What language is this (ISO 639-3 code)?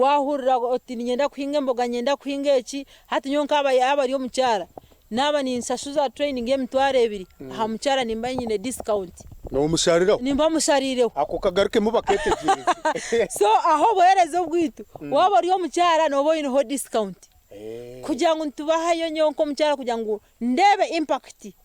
nyn